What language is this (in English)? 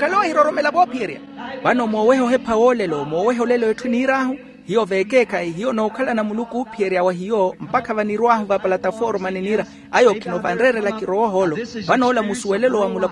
Makhuwa